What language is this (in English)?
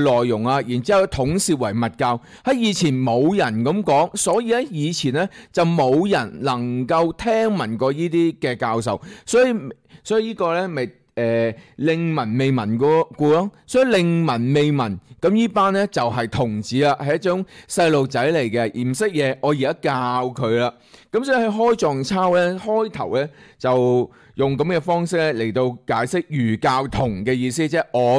Cantonese